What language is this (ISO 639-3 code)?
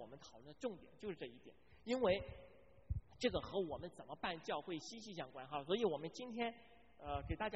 zho